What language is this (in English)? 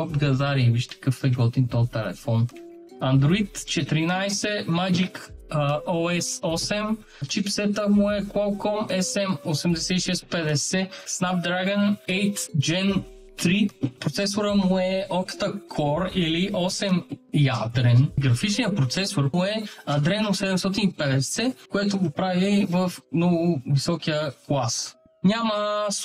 Bulgarian